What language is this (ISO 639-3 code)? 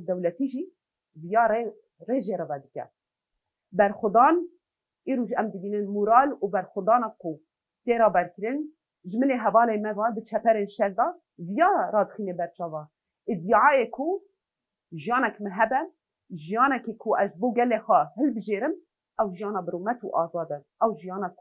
kur